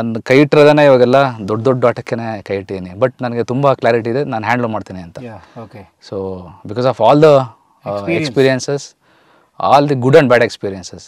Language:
Kannada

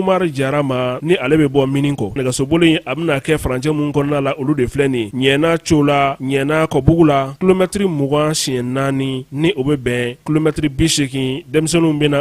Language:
Bambara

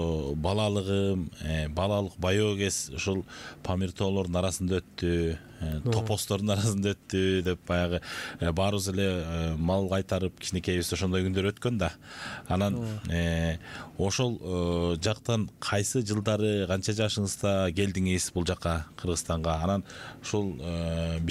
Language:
Kyrgyz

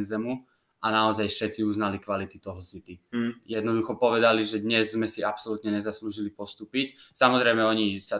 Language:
Slovak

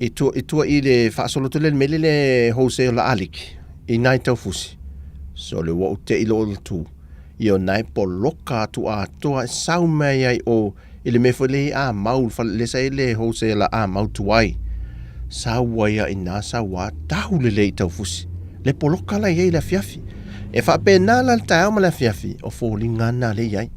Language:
Samoan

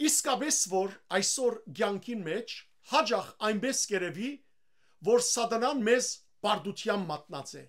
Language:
Western Armenian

